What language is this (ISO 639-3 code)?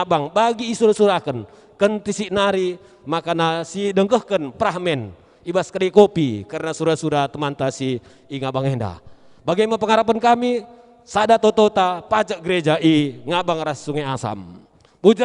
btx